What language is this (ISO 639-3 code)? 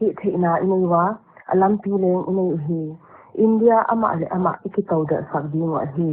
pck